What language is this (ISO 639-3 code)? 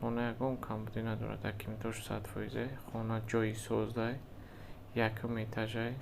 tgk